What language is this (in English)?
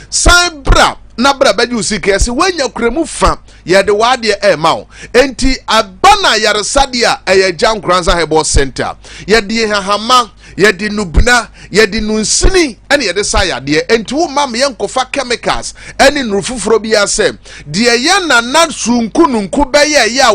Akan